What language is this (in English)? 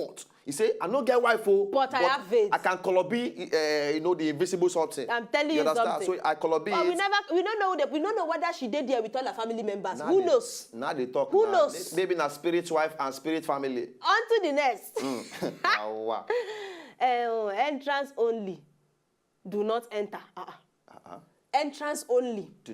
Nigerian Pidgin